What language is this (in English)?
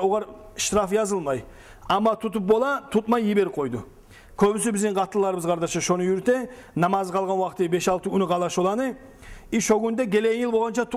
Kumyk